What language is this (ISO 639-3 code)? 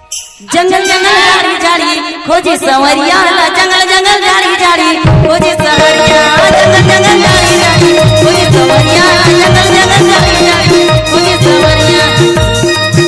hne